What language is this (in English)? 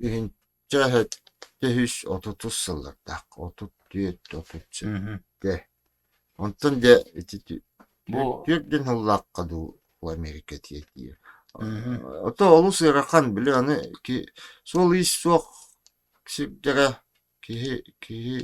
Yakut